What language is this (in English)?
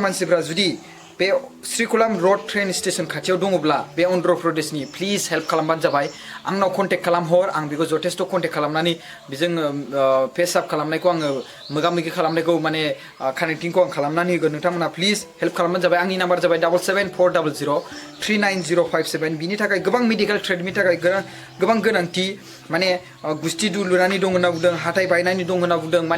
Bodo